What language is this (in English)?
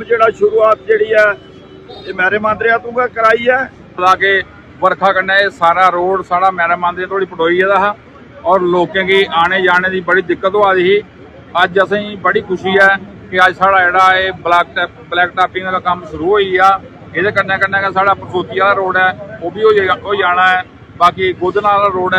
Dogri